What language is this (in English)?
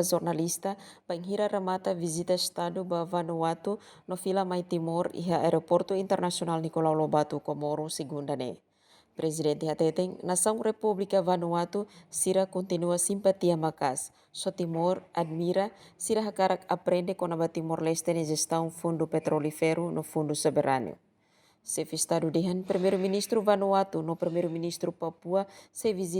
Tetum